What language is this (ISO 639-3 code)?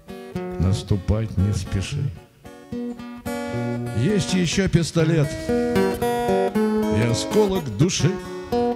rus